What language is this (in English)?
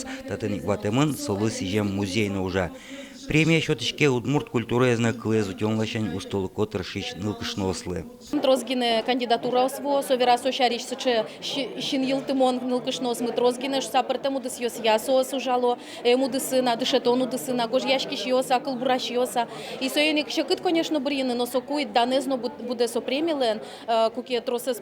Udmurt